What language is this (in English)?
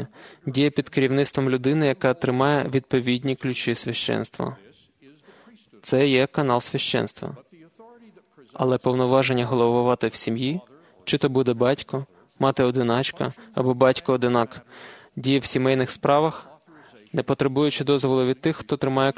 Ukrainian